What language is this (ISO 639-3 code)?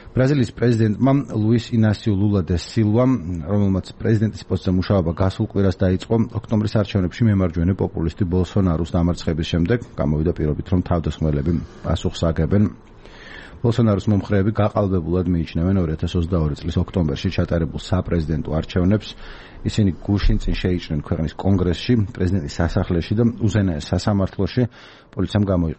kat